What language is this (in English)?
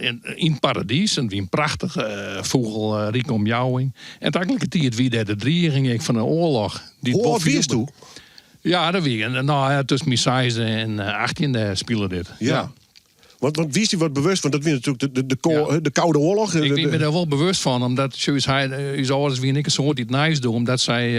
Western Frisian